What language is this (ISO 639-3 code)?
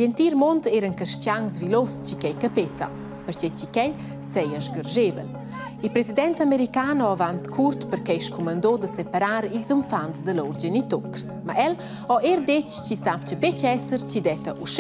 roh